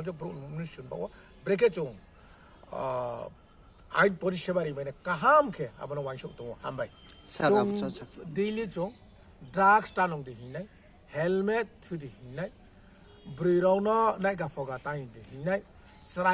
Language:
Riang (India)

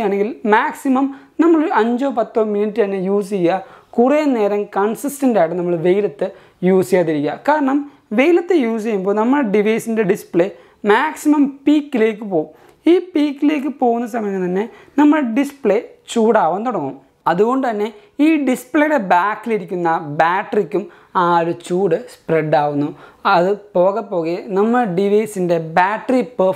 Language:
Malayalam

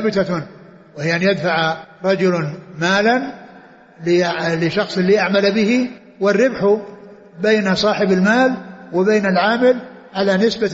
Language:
Arabic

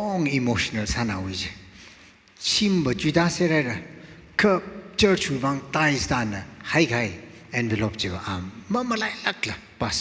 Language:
Tangkhul Naga (India)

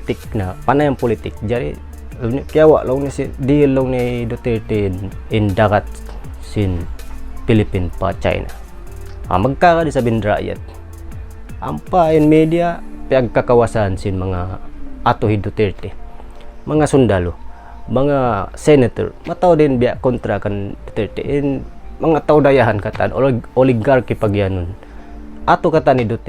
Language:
Tausug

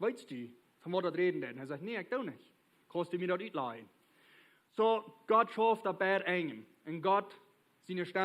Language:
Plautdietsch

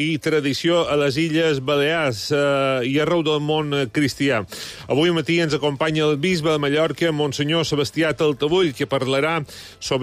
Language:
Catalan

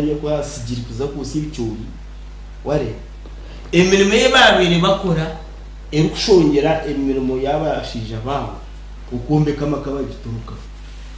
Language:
Nyankole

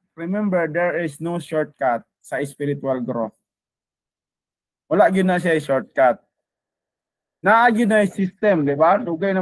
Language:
Cebuano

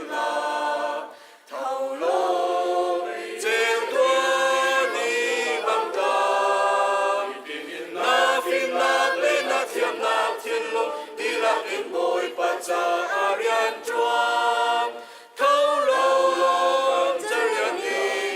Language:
Hakha Chin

